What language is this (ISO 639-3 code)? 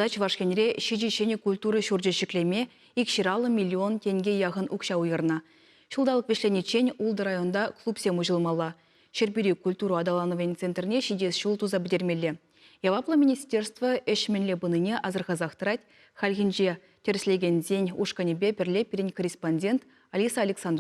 chv